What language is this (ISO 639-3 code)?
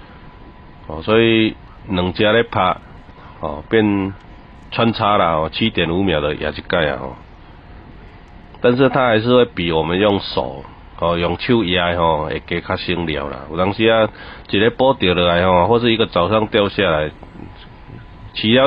nan